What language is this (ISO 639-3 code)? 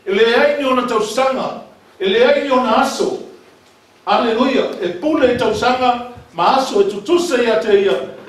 smo